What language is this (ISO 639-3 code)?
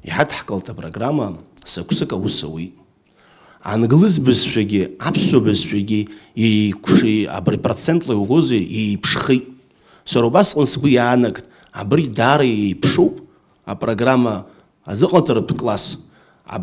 abk